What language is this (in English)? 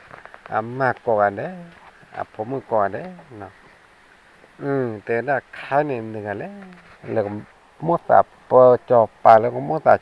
S'gaw Karen